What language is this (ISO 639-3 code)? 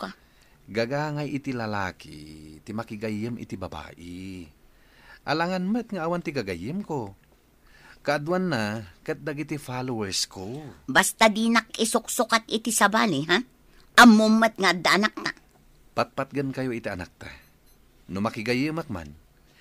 ilo